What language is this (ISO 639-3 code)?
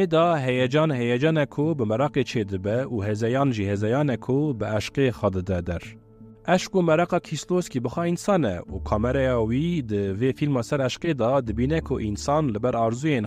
kur